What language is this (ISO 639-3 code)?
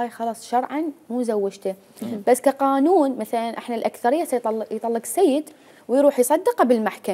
acm